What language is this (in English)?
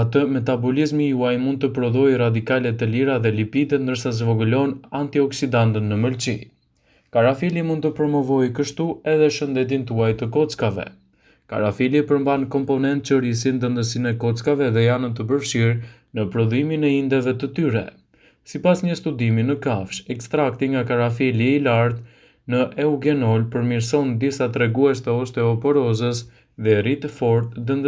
Albanian